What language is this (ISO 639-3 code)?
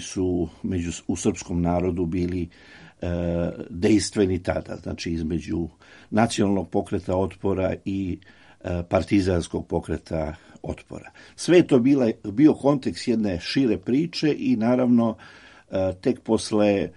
srp